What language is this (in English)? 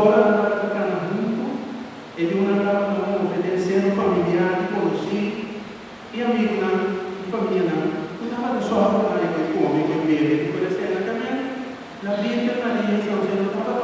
Papiamento